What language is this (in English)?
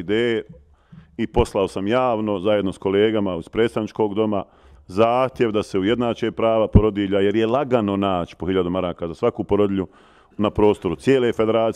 Bosnian